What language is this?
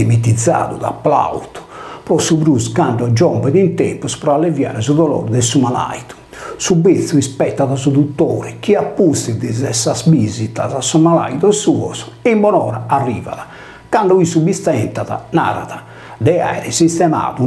Sardinian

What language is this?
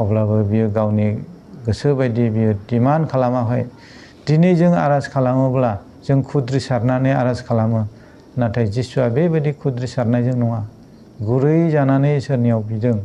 Bodo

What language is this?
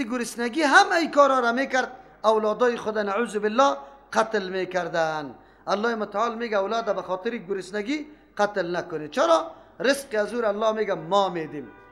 Persian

